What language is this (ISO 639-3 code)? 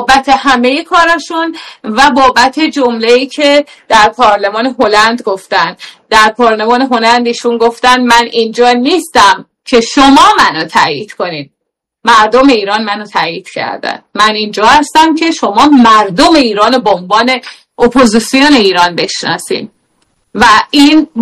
fas